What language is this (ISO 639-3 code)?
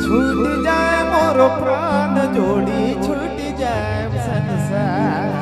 sck